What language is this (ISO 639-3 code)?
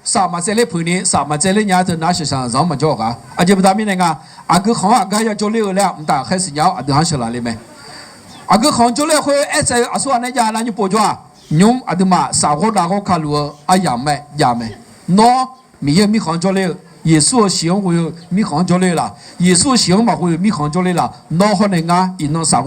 ahk